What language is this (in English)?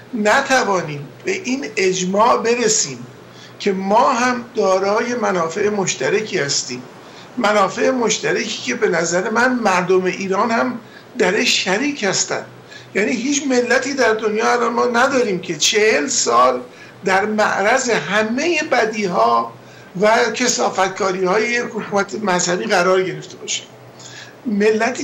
Persian